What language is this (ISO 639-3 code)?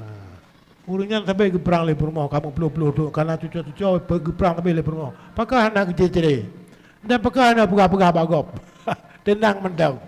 ace